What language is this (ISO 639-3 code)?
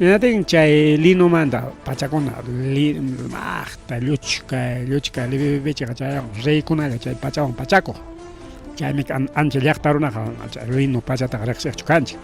quy